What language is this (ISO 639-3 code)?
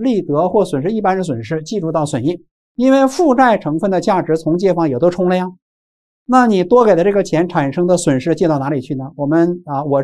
zho